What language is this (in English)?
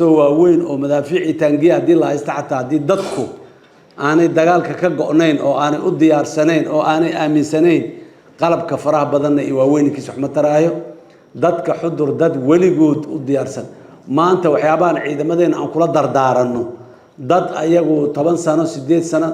Somali